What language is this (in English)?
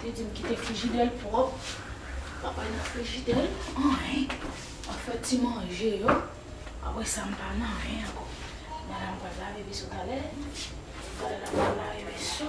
Haitian Creole